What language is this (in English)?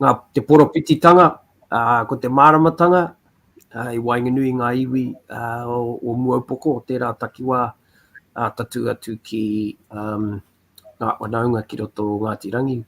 Māori